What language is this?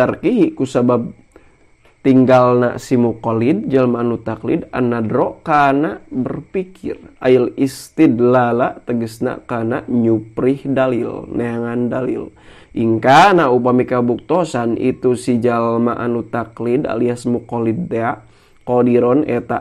Sundanese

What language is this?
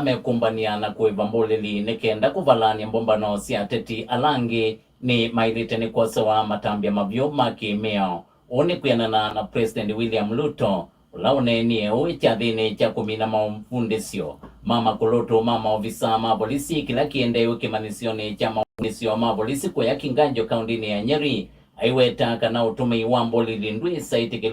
Kamba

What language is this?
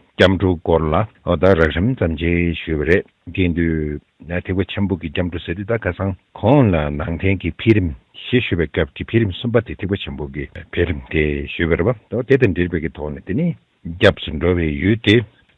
Tibetan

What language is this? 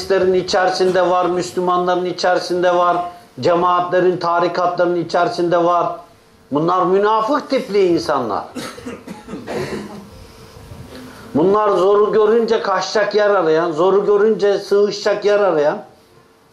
Turkish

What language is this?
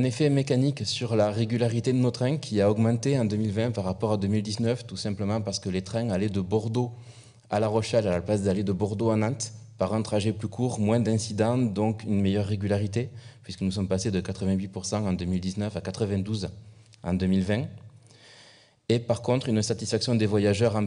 French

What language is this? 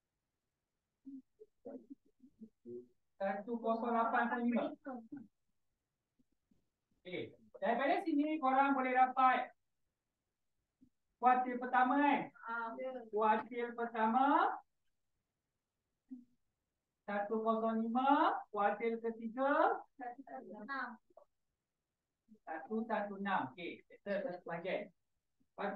Malay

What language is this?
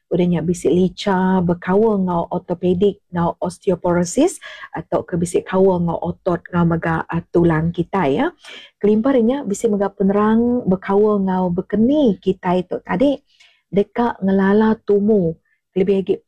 Iban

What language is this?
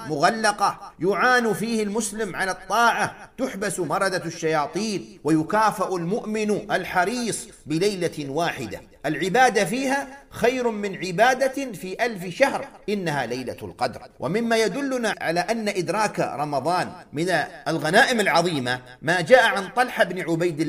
Arabic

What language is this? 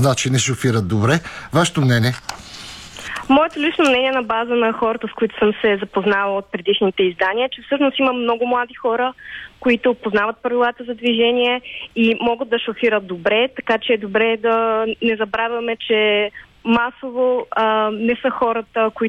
Bulgarian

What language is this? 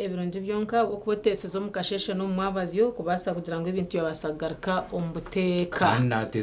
Nyankole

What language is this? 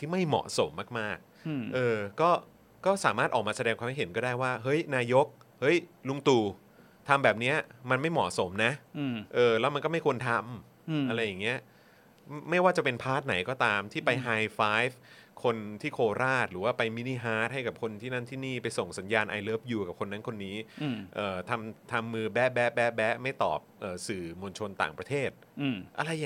Thai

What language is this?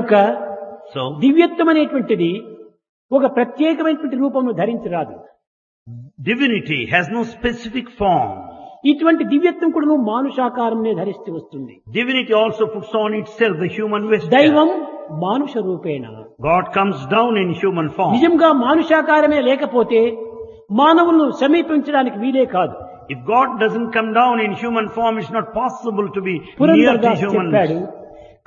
Telugu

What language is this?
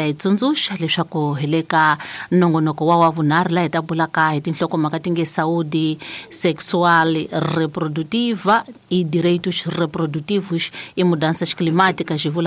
Tsonga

